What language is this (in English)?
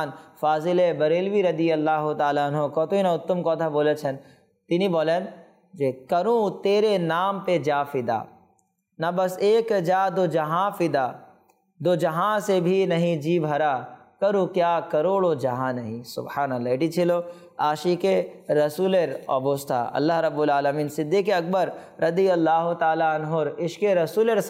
Bangla